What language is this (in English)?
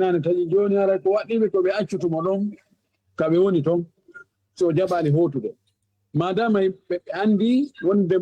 Fula